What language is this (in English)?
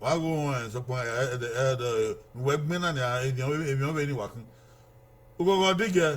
Bini